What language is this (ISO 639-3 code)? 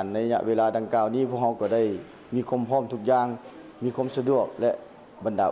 lao